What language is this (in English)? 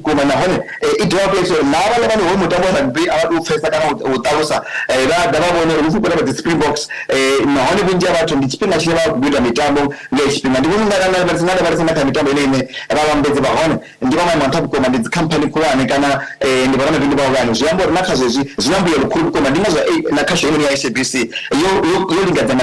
Venda